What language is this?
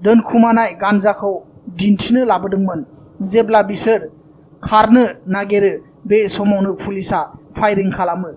Bodo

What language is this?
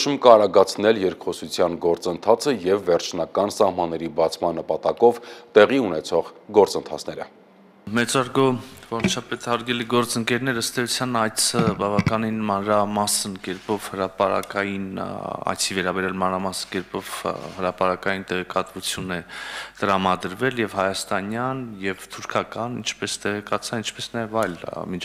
Armenian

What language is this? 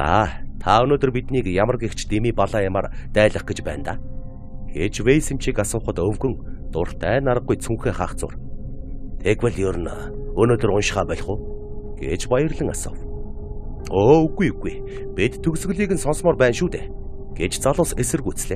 Mongolian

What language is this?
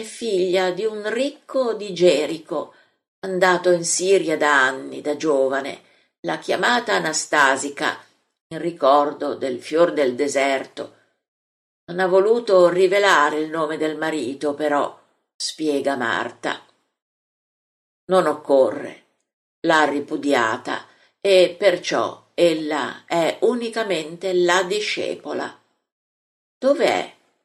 Italian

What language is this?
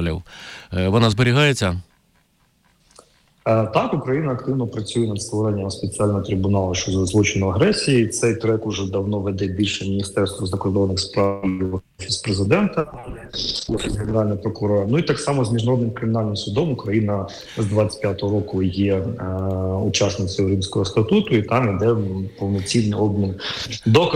Ukrainian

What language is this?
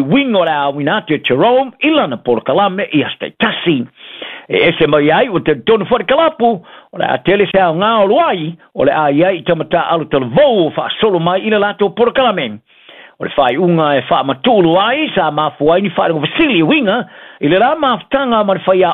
Samoan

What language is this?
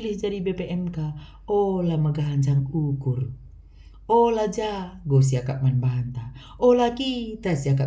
Batak Karo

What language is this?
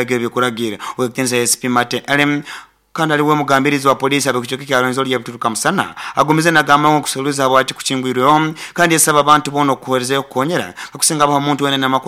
Nyoro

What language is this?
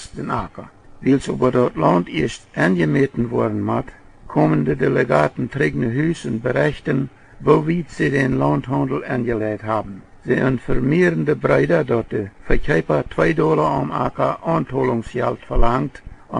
Plautdietsch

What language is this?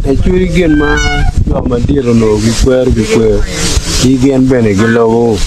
Acoli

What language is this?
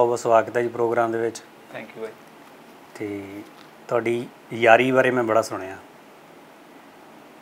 Punjabi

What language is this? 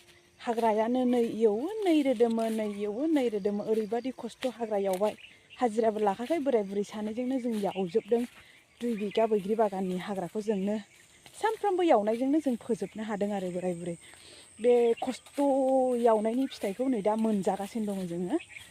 Bodo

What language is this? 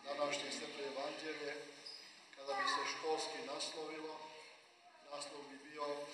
Serbian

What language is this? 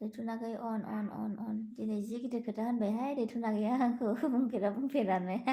Bodo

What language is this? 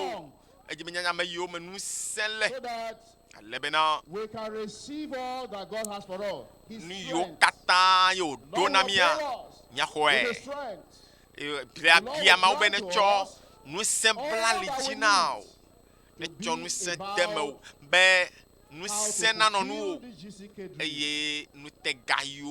Ewe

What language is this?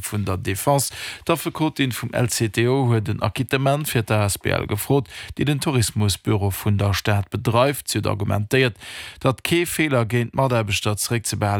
Luxembourgish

